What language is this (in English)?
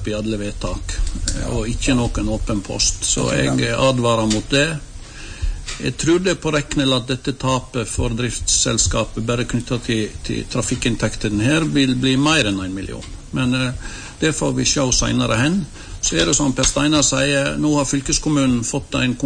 Norwegian